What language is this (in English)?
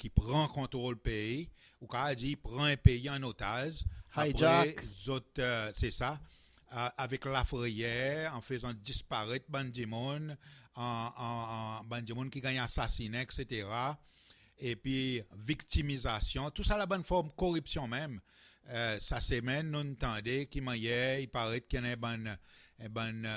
Seselwa Creole French